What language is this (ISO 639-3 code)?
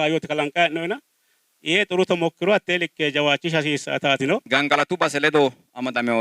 sid